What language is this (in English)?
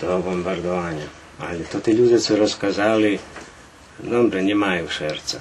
Rusyn